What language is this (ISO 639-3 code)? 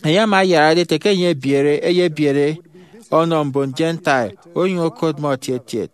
efi